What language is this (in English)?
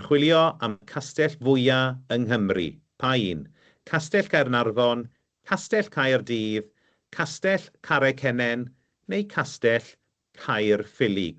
Welsh